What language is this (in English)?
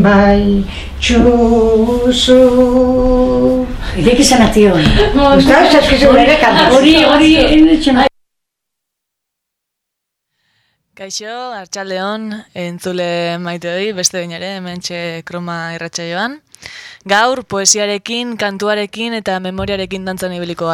Basque